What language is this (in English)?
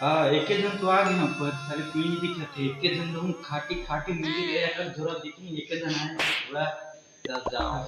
Chhattisgarhi